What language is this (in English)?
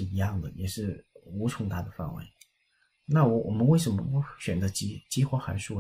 Chinese